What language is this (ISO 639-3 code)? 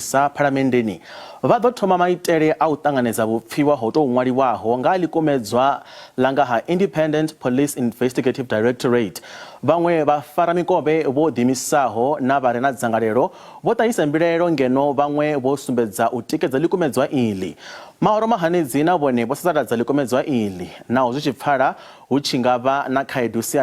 ven